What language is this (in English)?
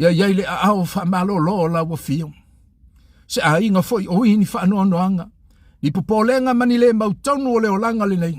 Samoan